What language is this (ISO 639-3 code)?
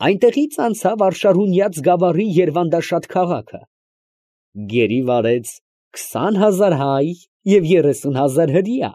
hye